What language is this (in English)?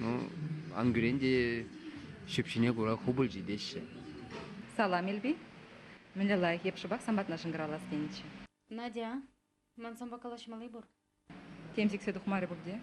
Chuvash